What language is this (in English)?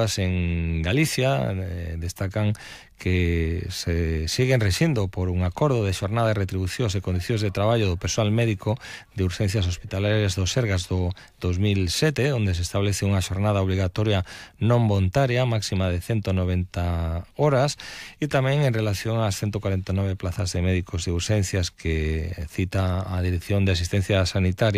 Galician